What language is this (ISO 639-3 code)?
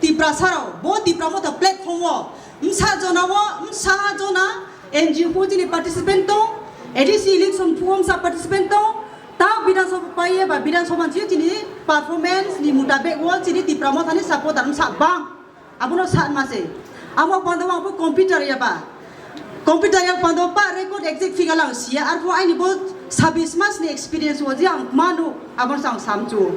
trp